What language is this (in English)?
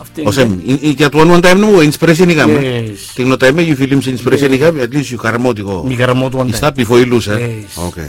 Bislama